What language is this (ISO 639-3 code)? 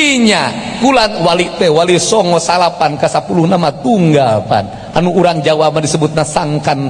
sun